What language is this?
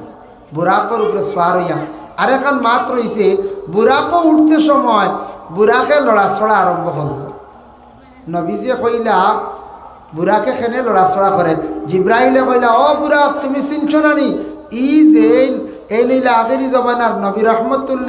Sylheti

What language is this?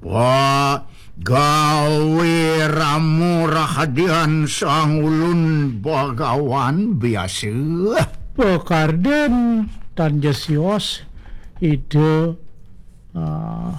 Balinese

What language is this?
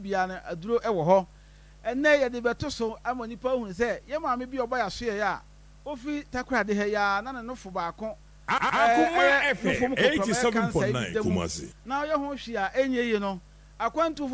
Akan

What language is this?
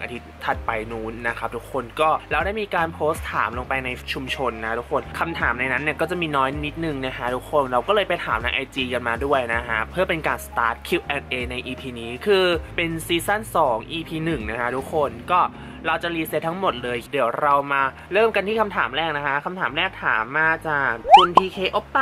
Thai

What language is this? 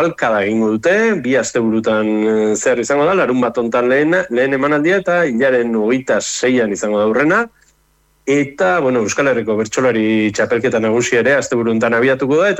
Basque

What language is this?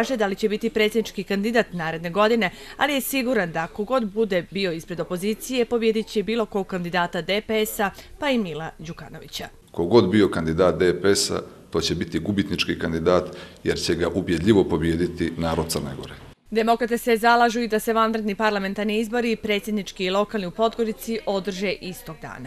Croatian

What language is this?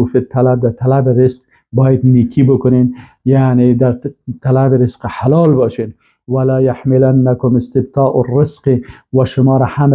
Persian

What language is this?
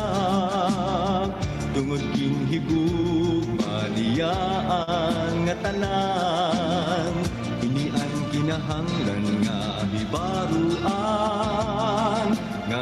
Waray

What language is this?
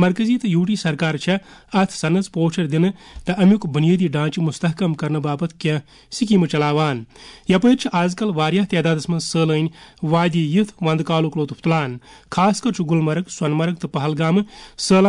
Kashmiri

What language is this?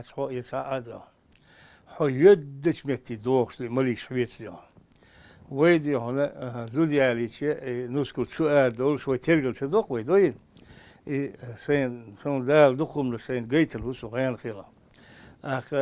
Chechen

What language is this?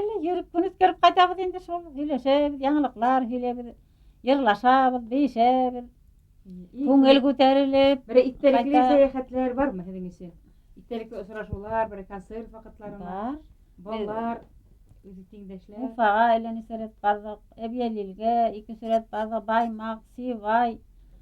Bashkir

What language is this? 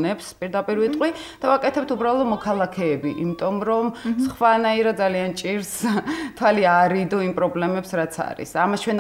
Georgian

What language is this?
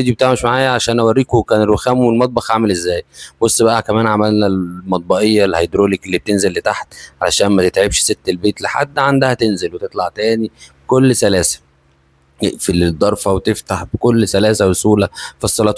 Egyptian Arabic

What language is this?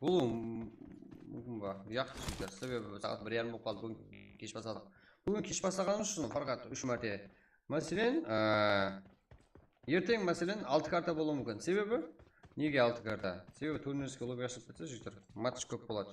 Kara-Kalpak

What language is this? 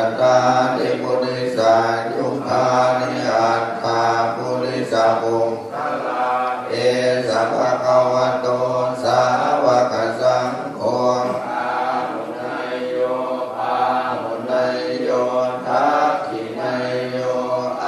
Pali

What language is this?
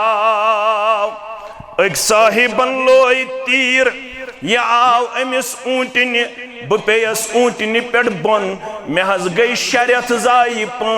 Kashmiri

